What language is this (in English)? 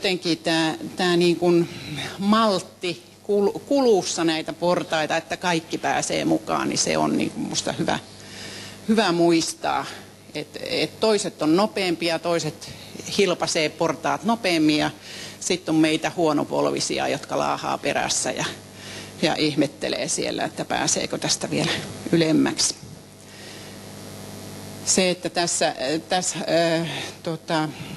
Finnish